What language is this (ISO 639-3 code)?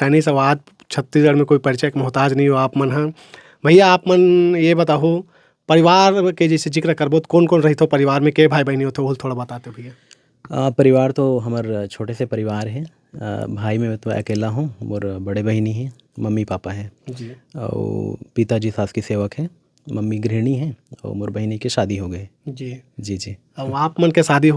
hne